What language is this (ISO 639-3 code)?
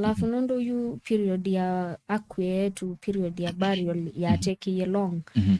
kam